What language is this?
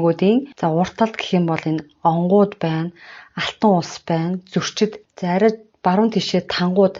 Mongolian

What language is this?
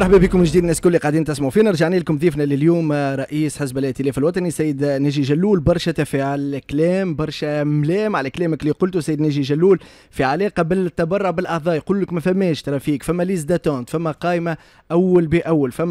Tunisian Arabic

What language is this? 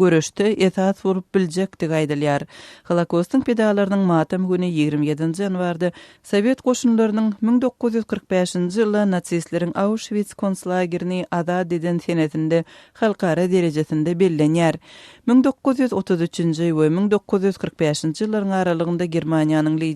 Turkmen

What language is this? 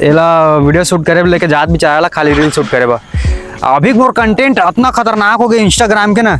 Chhattisgarhi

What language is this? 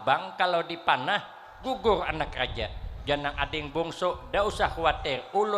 Banjar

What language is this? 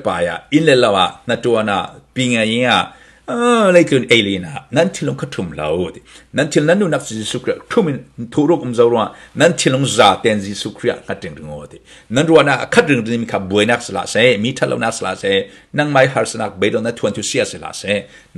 Falam Chin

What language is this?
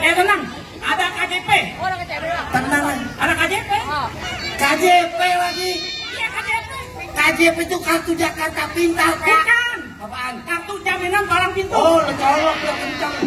Betawi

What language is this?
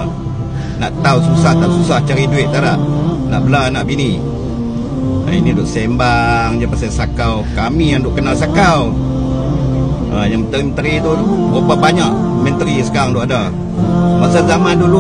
Malay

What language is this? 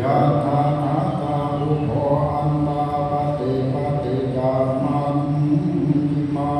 Pali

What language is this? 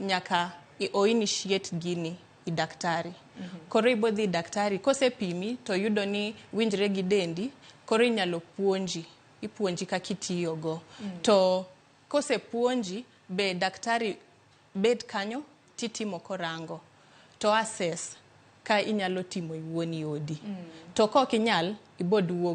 Luo (Kenya and Tanzania)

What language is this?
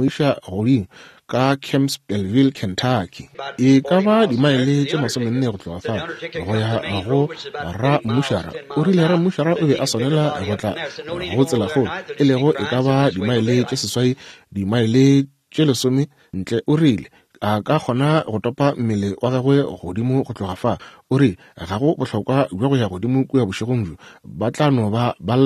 Northern Sotho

